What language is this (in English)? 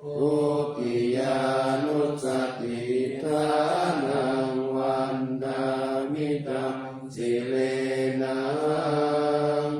Pali